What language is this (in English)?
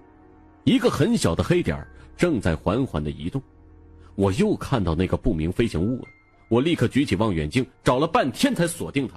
Chinese